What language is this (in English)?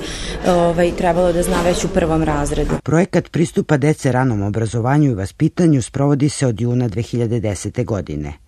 Serbian